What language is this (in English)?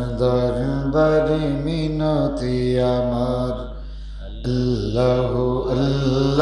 Sylheti